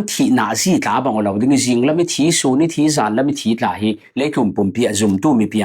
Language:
Falam Chin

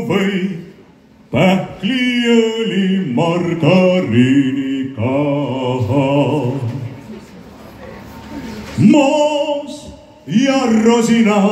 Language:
Estonian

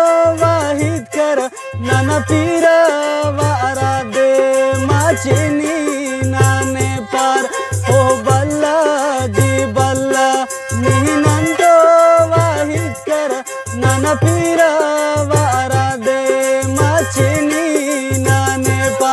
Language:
Brahui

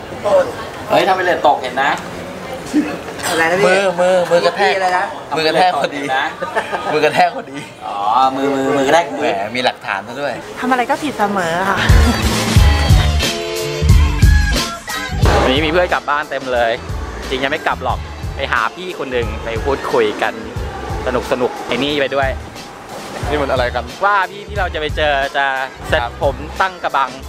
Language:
Thai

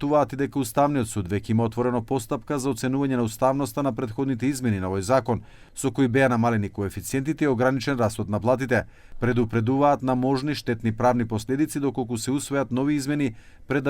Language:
Macedonian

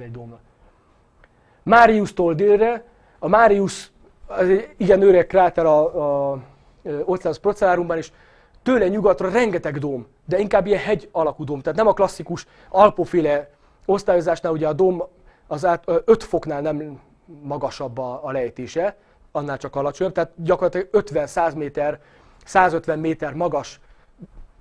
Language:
Hungarian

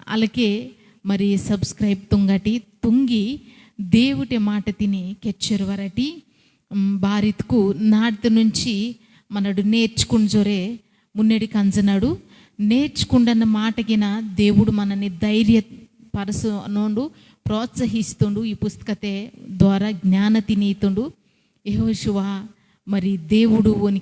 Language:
Koya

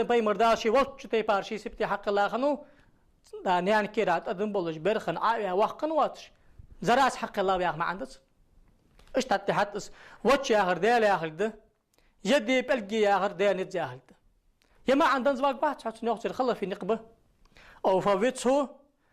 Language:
Ingush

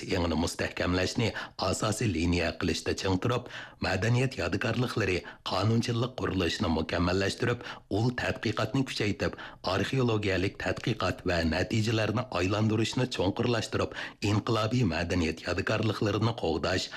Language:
Uyghur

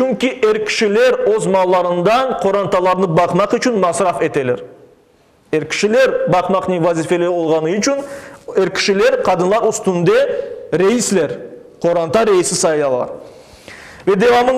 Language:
Crimean Tatar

